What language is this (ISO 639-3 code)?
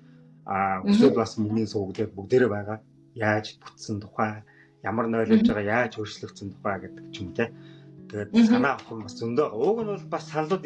mon